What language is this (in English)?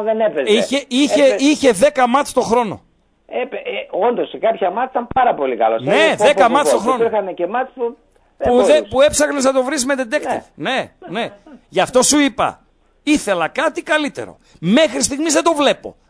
Greek